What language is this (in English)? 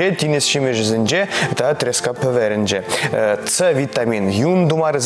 Chuvash